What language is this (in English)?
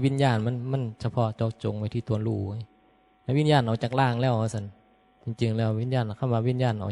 Northeastern Thai